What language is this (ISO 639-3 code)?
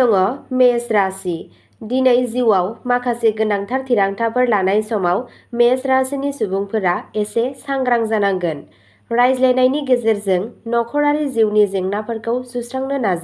brx